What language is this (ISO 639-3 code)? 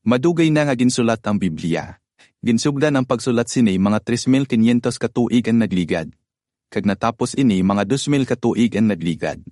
hil